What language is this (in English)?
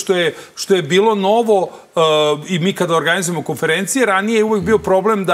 Serbian